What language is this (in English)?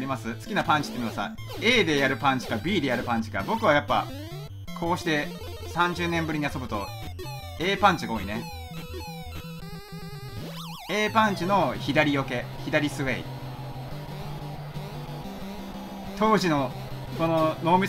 Japanese